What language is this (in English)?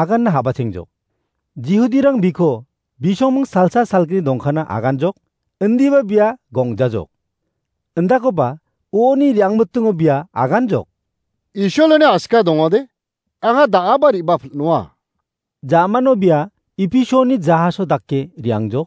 Garo